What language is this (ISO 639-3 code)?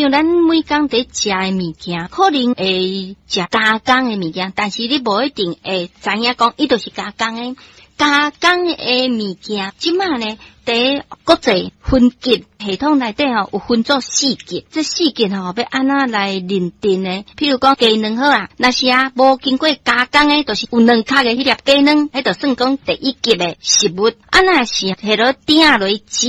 nan